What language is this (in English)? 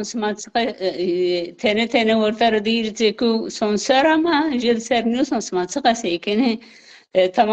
Zaza